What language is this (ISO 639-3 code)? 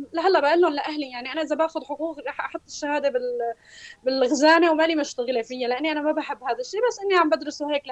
apc